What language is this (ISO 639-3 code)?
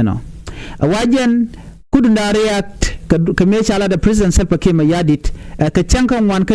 nus